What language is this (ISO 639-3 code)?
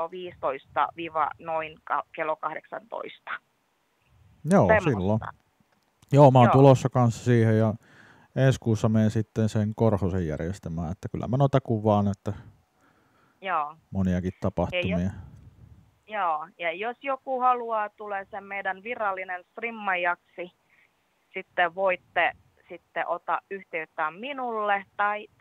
fin